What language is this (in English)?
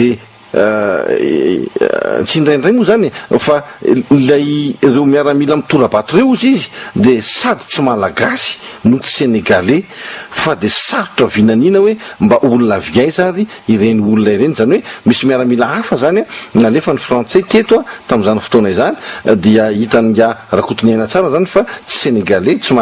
Malagasy